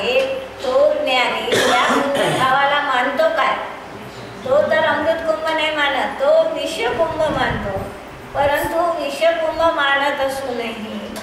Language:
Marathi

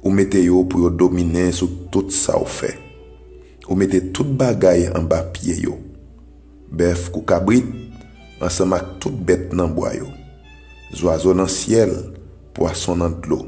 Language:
Haitian Creole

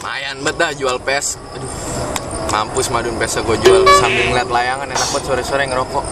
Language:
Betawi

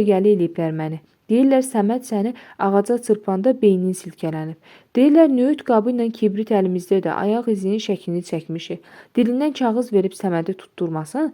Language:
Azerbaijani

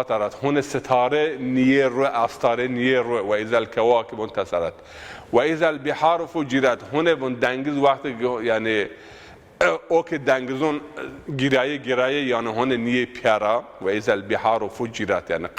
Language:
Zaza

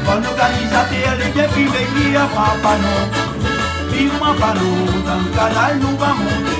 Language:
Réunion Creole French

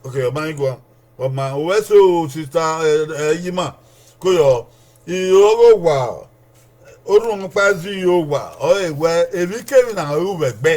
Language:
Bini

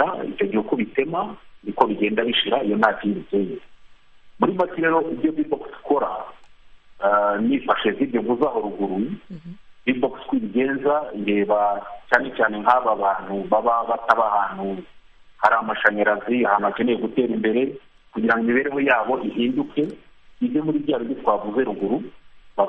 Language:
Kinyarwanda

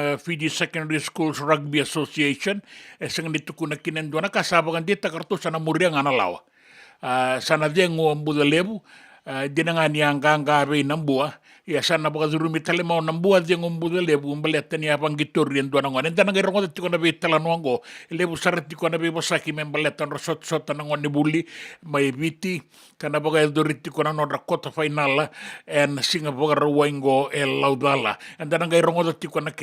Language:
Fijian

